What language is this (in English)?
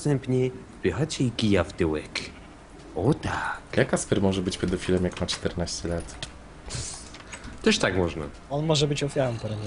Polish